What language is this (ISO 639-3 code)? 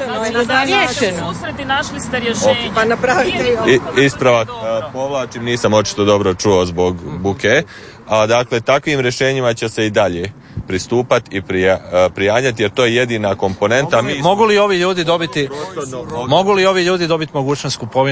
hrv